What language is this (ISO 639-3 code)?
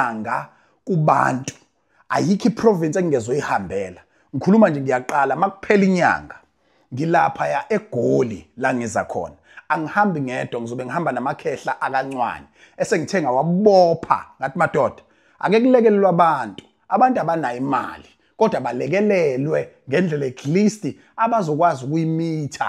zul